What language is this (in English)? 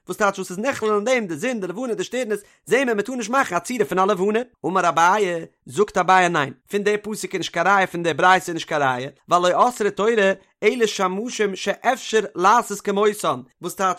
Yiddish